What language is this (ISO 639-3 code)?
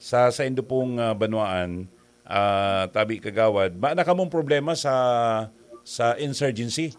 bik